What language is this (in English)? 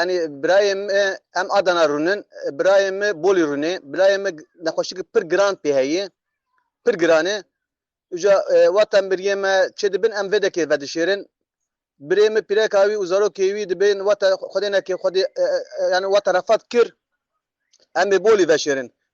Kurdish